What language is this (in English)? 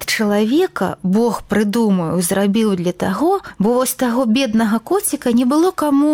Belarusian